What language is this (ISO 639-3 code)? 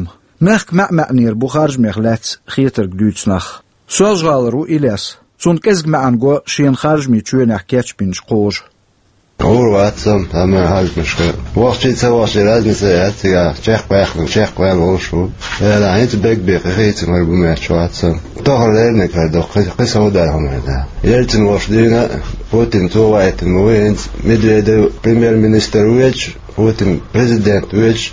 che